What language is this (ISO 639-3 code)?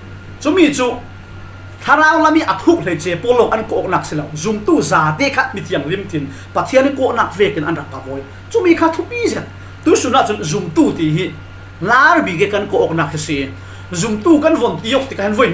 cfm